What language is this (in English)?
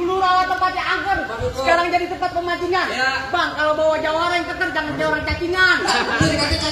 Betawi